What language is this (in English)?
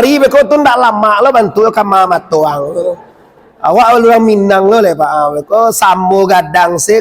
Minangkabau